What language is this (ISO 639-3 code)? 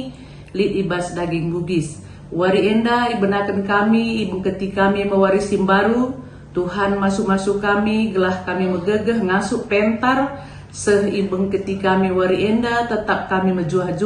btx